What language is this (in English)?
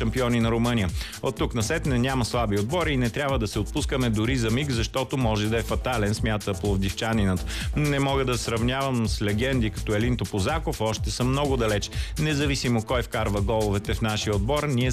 Bulgarian